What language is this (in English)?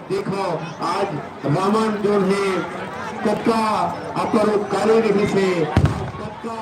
Chhattisgarhi